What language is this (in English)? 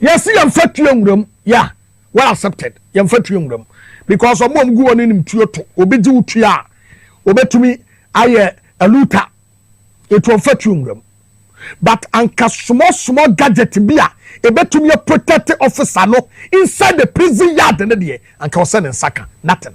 Akan